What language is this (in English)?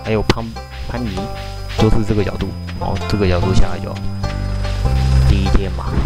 Chinese